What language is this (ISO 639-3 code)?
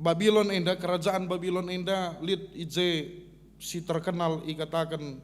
btx